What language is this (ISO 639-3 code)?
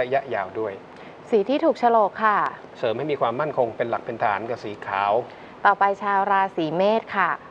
tha